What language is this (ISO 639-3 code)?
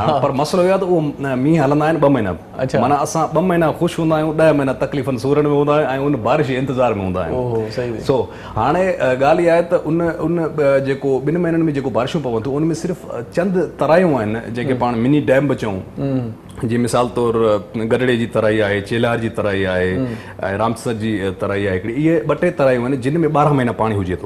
snd